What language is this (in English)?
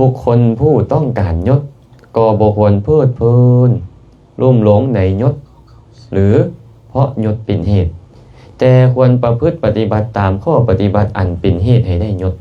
Lao